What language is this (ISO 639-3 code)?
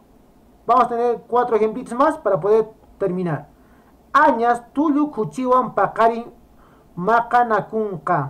que